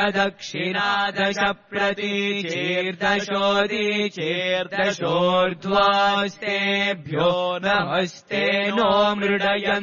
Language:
Sanskrit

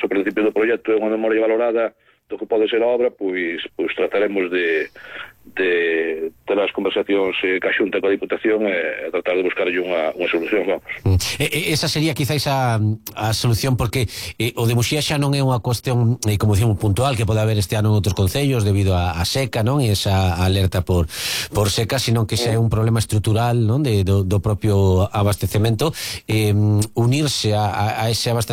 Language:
Galician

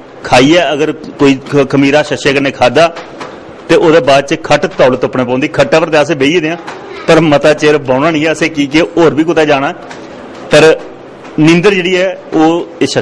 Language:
Dogri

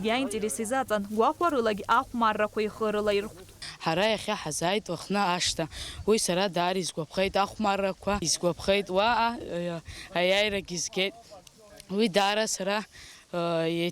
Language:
Abkhazian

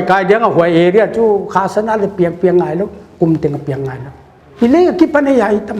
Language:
Paite Chin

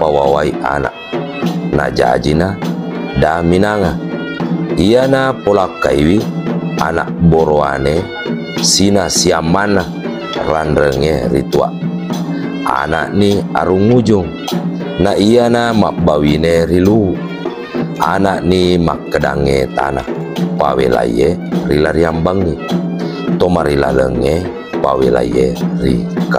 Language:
Buginese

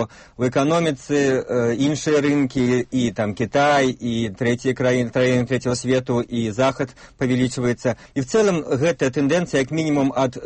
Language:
Belarusian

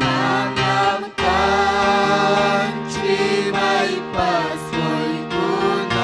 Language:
Ayacucho Quechua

